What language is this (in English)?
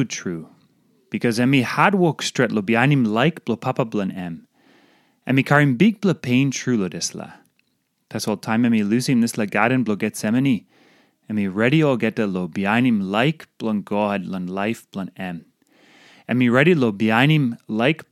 Tok Pisin